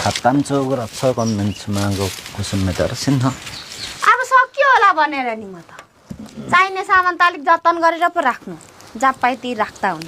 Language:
Nepali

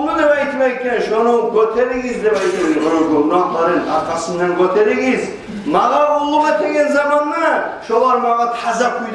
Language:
Kumyk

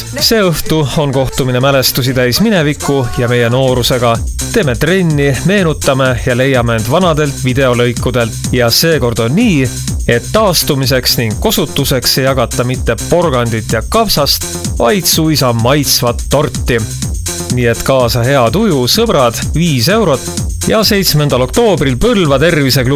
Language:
Estonian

